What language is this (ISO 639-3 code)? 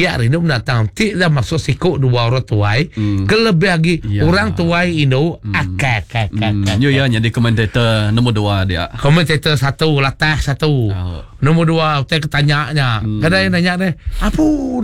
iba